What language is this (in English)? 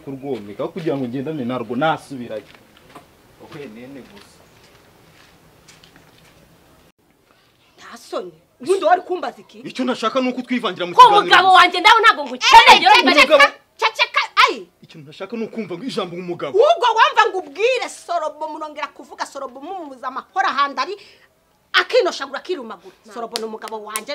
Kinyarwanda